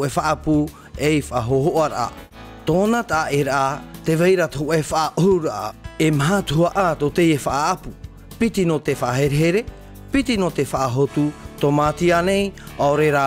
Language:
Tahitian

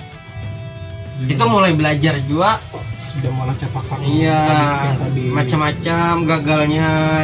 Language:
Banjar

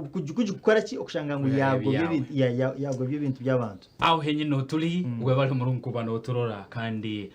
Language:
Nyankole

